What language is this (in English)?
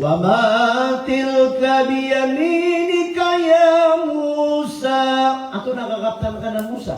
Maranao